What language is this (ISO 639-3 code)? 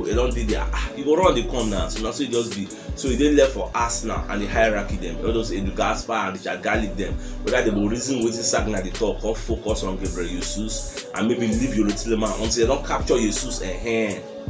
pcm